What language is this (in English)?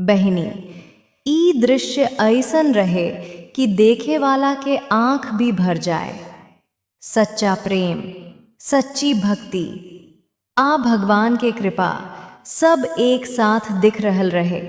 Bhojpuri